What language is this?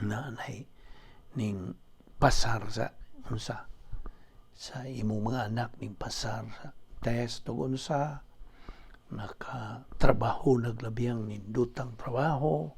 Cebuano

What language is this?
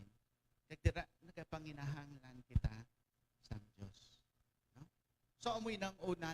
Hiligaynon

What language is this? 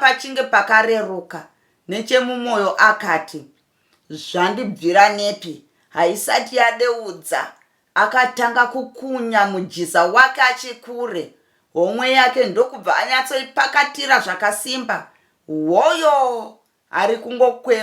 Shona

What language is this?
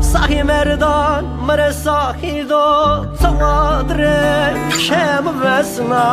Zaza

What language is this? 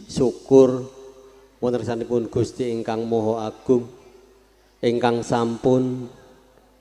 Javanese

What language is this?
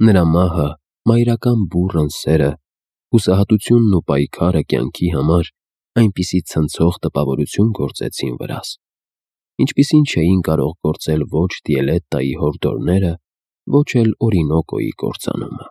Armenian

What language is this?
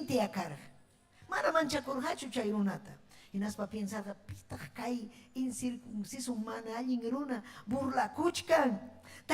Ayacucho Quechua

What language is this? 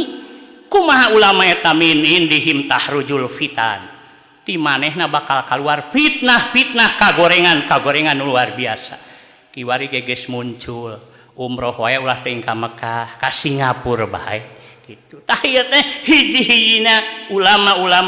Sundanese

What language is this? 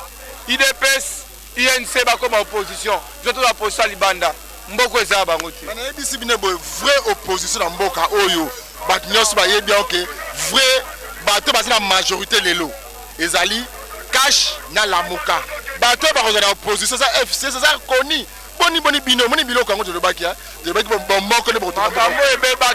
Lingala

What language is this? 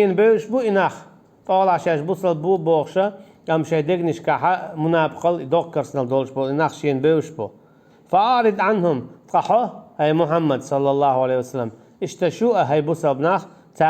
Chechen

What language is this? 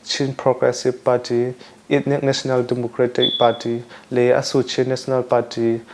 Hakha Chin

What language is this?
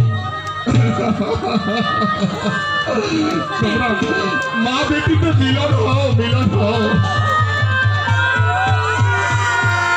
Bangla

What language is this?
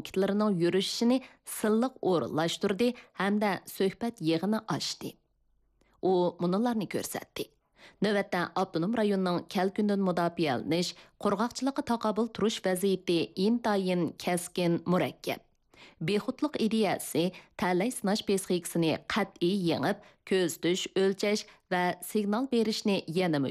Uyghur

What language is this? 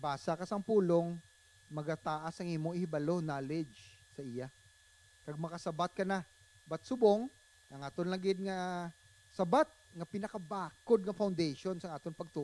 Hiligaynon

